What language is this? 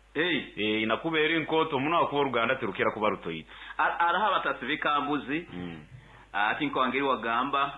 Nyoro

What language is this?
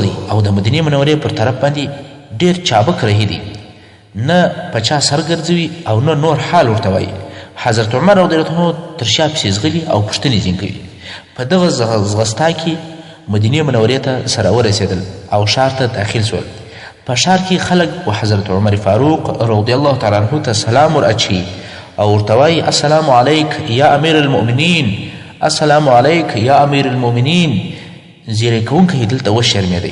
Pashto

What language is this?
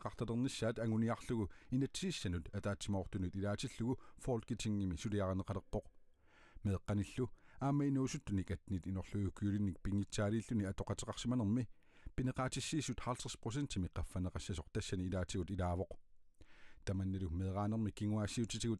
Kalaallisut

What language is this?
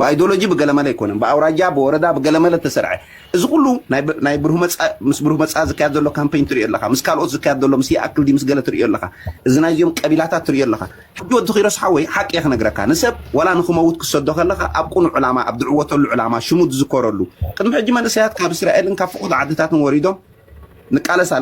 Tigrinya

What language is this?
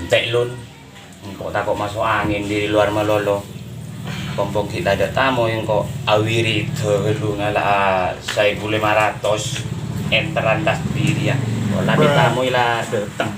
Madurese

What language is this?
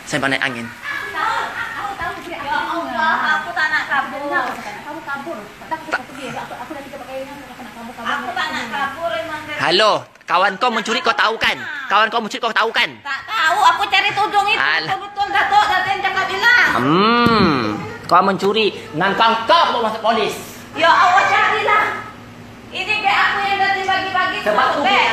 Malay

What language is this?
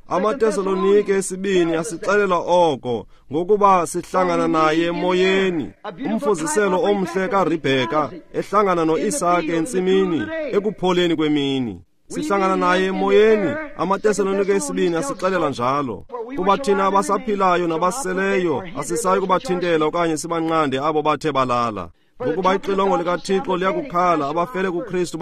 Xhosa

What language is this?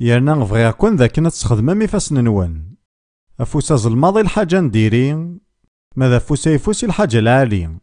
Kabyle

